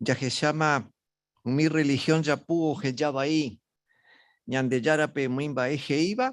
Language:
Guarani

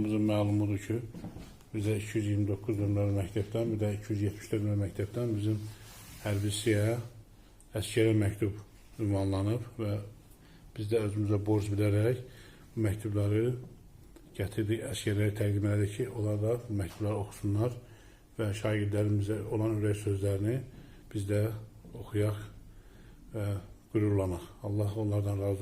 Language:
Azerbaijani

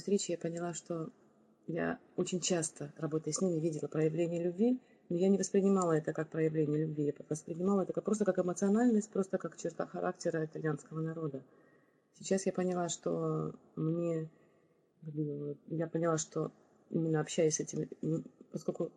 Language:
Russian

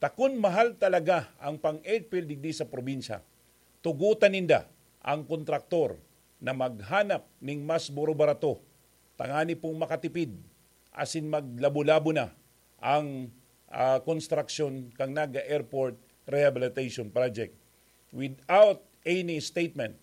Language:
Bikol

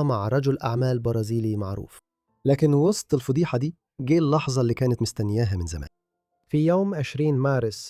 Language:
Egyptian Arabic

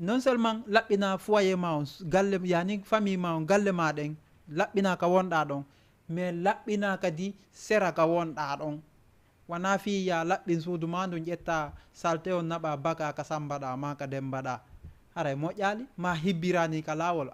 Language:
Fula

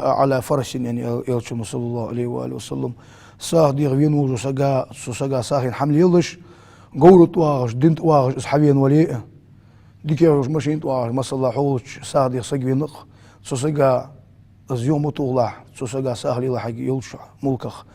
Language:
Ingush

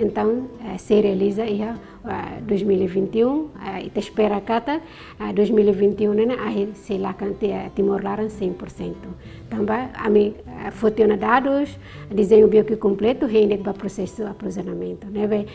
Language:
Tetum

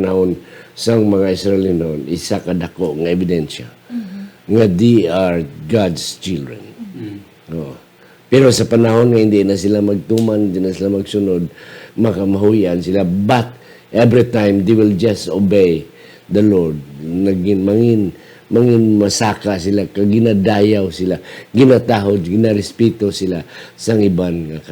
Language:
Hiligaynon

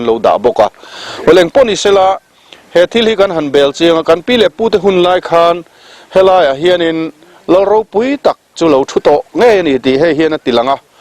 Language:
Mizo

